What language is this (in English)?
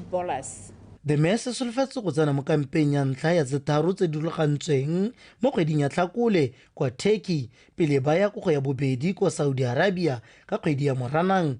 Tswana